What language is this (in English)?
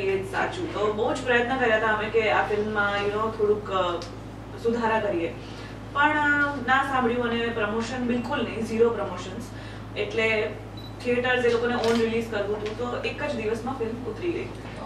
Gujarati